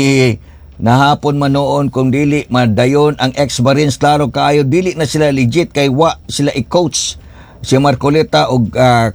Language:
Cebuano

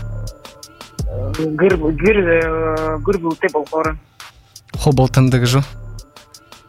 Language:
Buriat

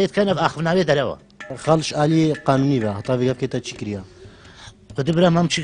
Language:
Kurdish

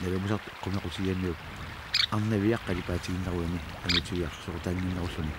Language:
Kalaallisut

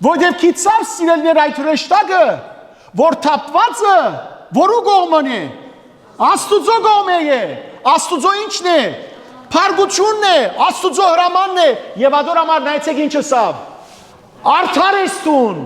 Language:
Western Armenian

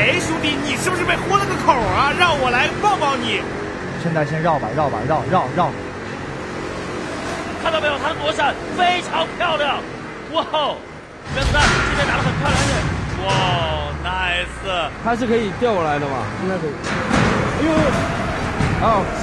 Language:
Chinese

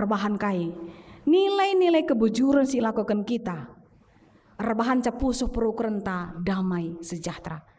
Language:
Batak Karo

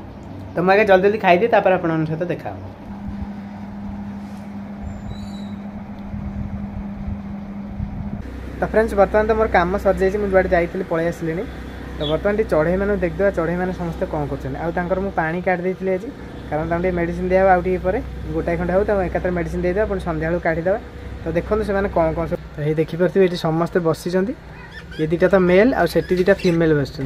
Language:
Odia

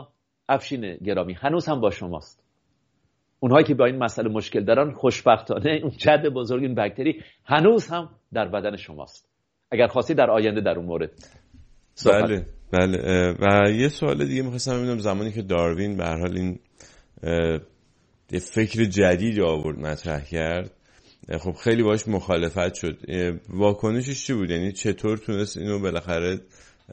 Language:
Persian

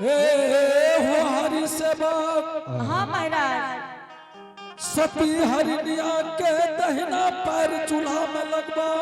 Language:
Angika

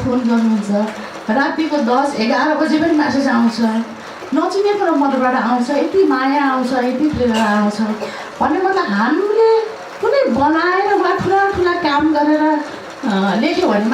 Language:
Nepali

